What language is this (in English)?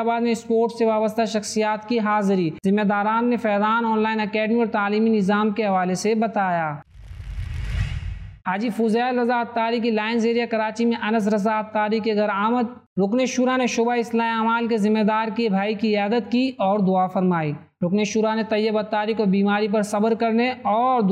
Urdu